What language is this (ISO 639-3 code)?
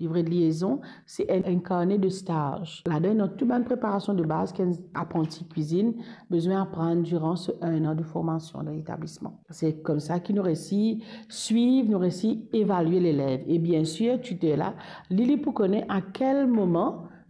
mfe